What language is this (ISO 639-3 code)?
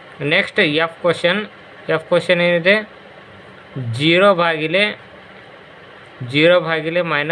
kan